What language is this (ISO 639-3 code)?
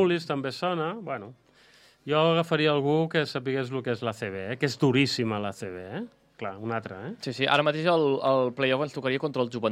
cat